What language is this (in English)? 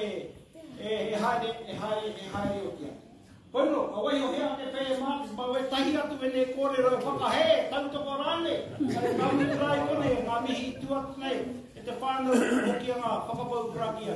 Māori